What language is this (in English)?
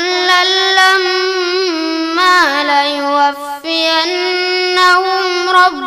Fula